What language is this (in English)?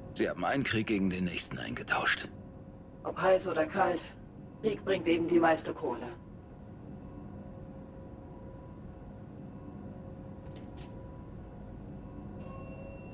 German